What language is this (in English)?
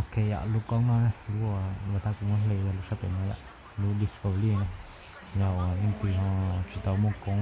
Hmong